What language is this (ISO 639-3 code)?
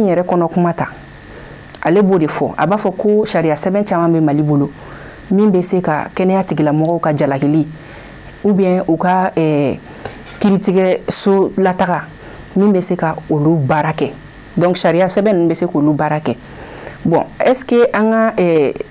bam